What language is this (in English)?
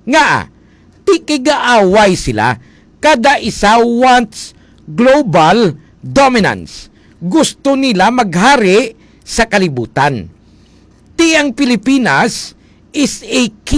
Hiligaynon